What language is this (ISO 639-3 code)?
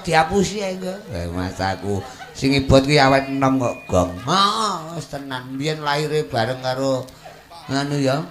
jav